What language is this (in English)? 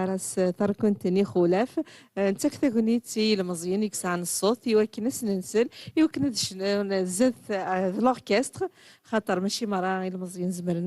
Kabyle